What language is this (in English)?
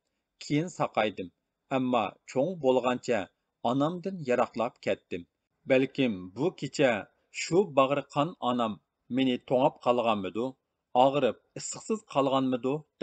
Uyghur